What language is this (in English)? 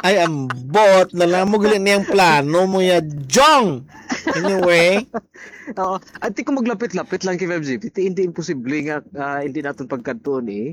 Hiligaynon